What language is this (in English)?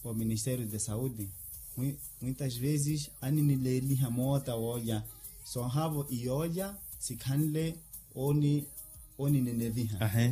Makhuwa